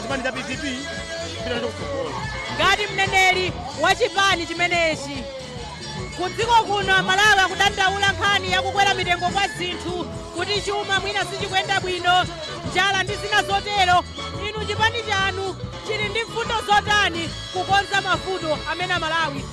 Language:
Nyanja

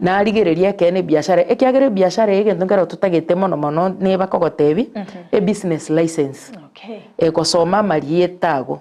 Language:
Gusii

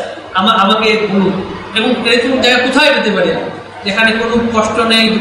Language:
Bangla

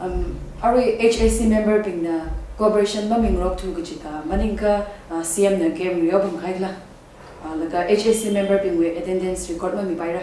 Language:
Tangkhul Naga (India)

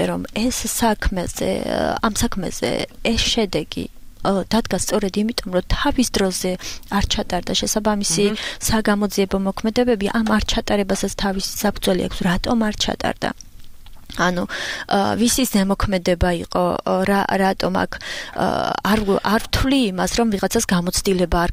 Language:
Georgian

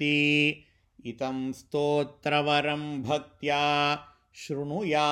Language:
Sanskrit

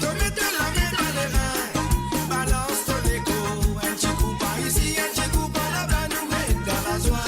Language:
Morisyen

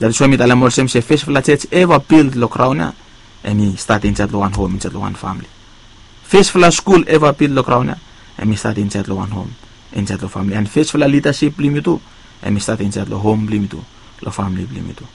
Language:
Bislama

